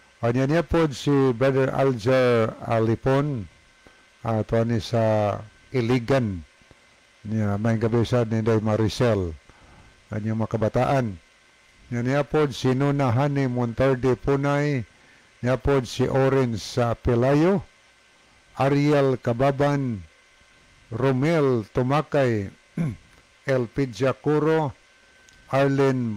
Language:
Cebuano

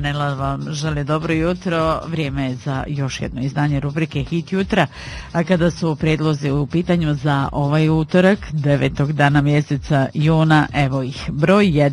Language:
Bosnian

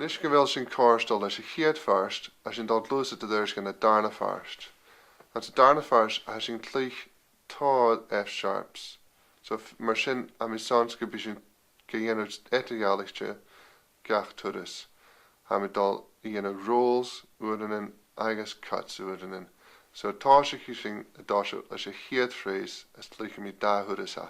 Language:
Scottish Gaelic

